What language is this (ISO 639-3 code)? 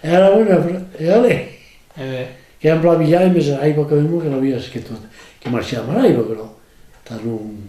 oci